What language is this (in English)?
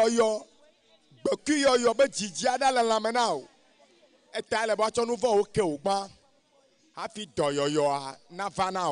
Ewe